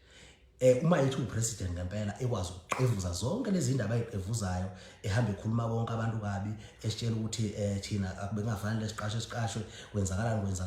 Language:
Zulu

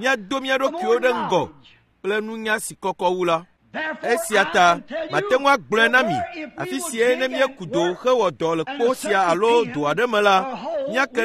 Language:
Ewe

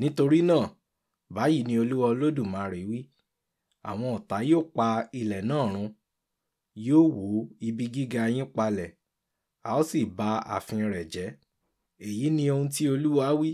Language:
Yoruba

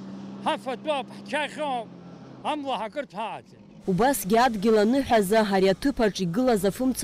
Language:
Abkhazian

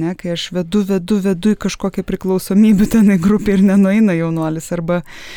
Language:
Lithuanian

